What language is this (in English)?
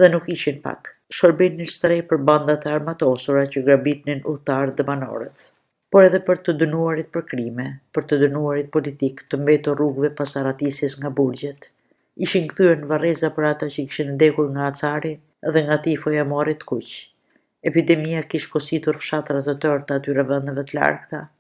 Albanian